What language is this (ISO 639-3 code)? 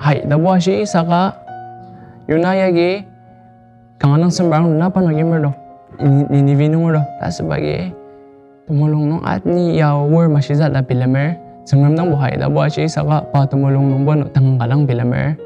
njo